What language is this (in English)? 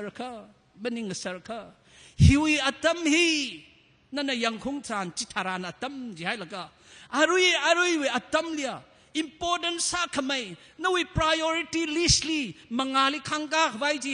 Tangkhul Naga (India)